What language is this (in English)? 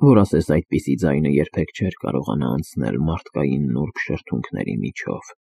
Armenian